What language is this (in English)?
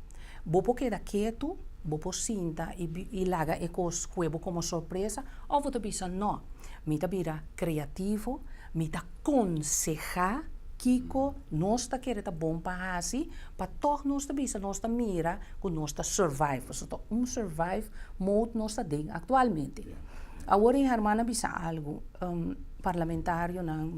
Papiamento